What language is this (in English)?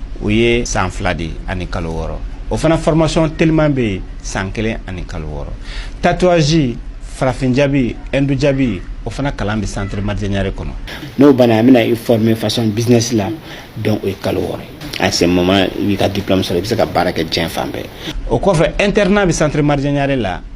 Bambara